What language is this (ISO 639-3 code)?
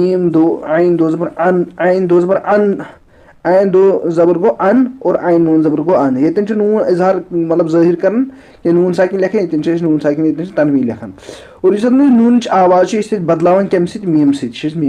kas